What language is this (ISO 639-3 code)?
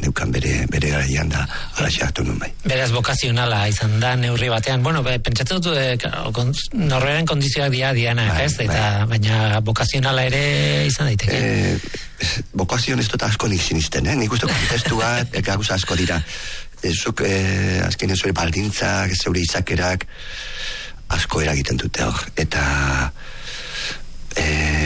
eus